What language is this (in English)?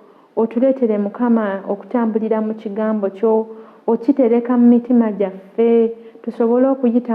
Ganda